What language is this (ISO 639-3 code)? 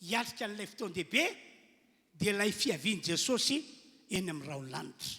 mlg